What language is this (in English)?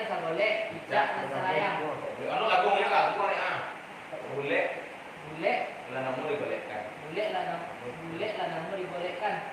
Minangkabau